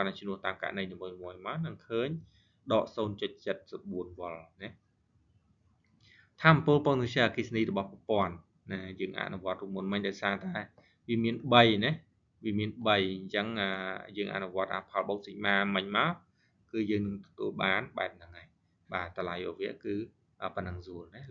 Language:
Khmer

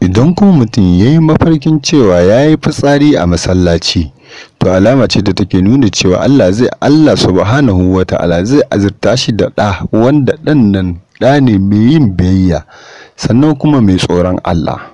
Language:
Hausa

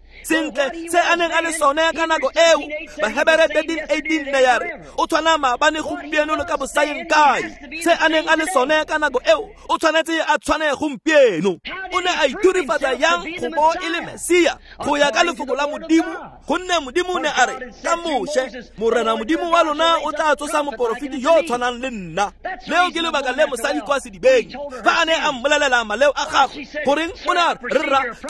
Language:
Tswana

